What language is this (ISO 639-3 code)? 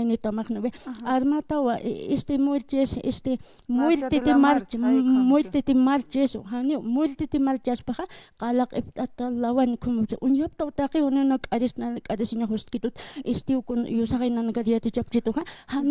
aym